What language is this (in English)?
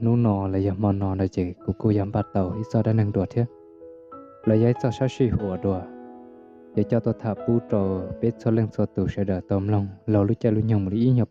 Hmong